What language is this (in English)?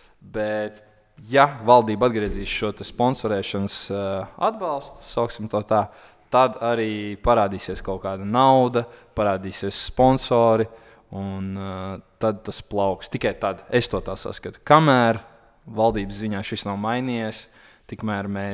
Latvian